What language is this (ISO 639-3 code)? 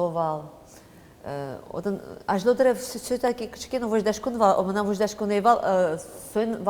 udm